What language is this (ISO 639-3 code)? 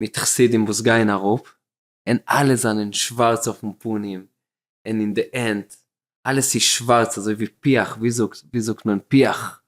yid